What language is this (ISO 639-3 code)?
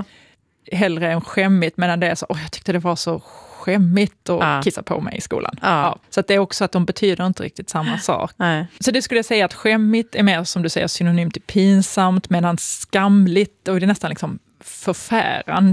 swe